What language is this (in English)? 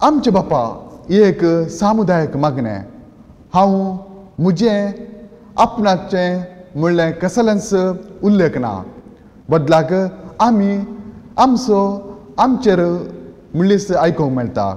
Konkani